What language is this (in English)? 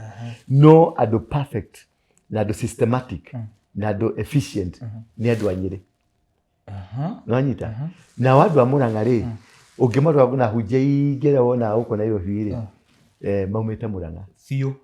Kikuyu